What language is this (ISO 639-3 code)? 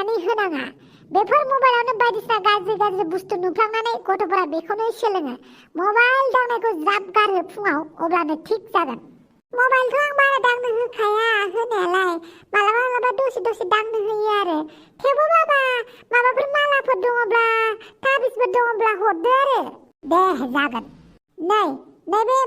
brx